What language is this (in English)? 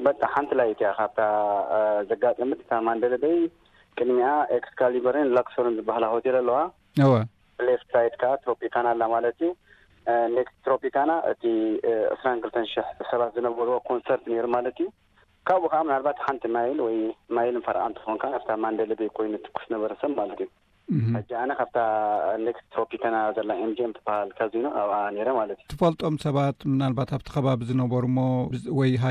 Tigrinya